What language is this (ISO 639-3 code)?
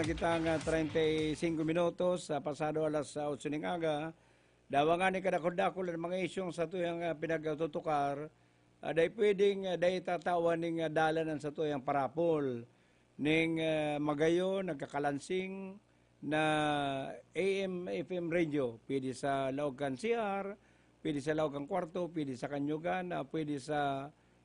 bik